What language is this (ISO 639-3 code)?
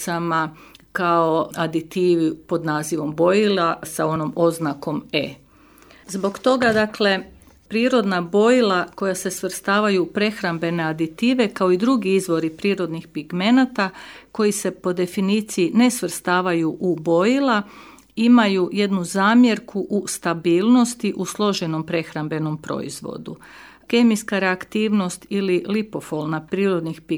hrv